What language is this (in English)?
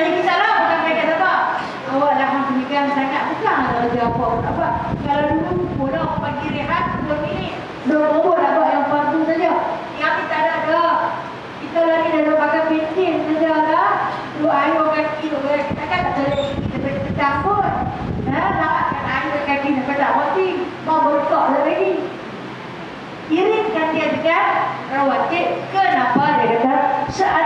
Malay